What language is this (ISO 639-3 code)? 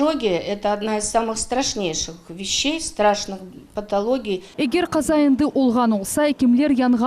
crh